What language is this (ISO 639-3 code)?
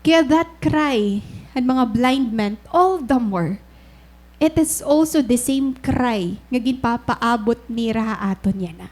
war